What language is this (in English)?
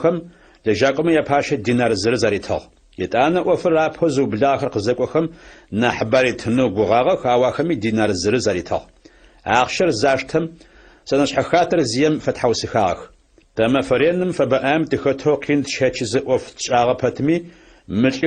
Adyghe